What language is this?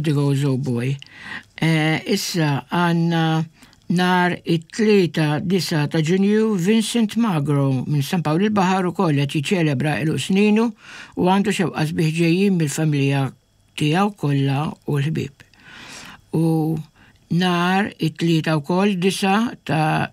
Maltese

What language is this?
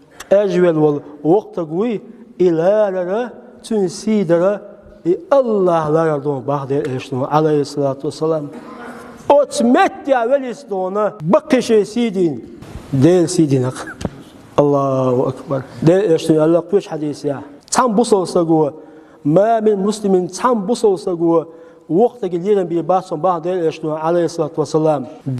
Chechen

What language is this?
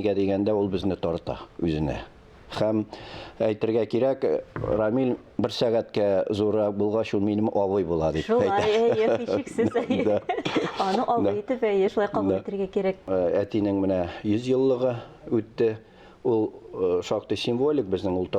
Tatar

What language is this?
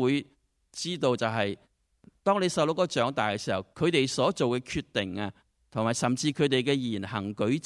Cantonese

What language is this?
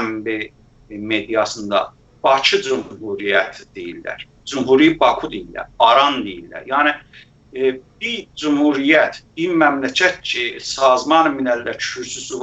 South Azerbaijani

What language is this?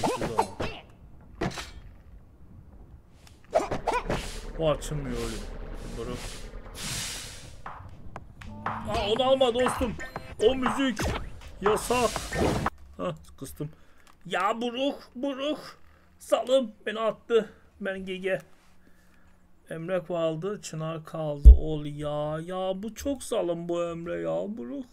Turkish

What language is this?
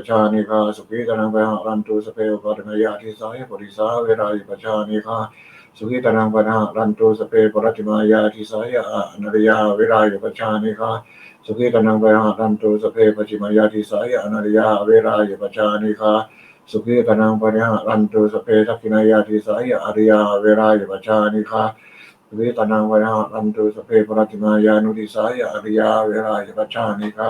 Pali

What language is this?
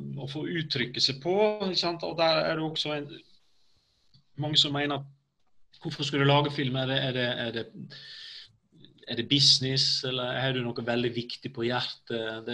Norwegian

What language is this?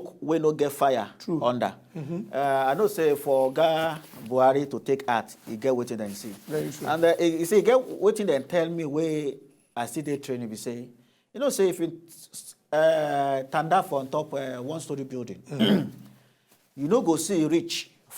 Nigerian Pidgin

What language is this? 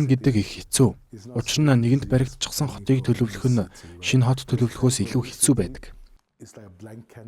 Mongolian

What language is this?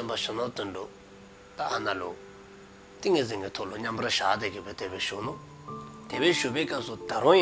Dzongkha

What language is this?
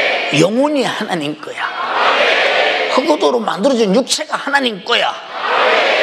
Korean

